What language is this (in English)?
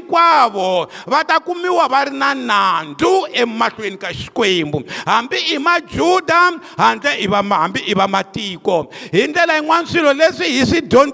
Tsonga